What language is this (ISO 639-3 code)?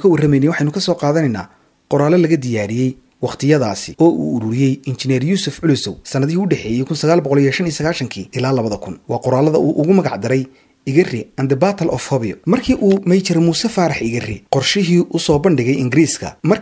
som